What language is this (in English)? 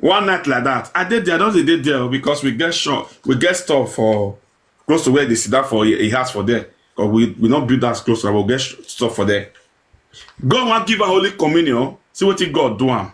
Nigerian Pidgin